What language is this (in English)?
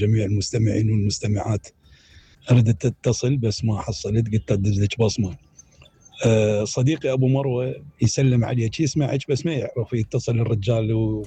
Mesopotamian Arabic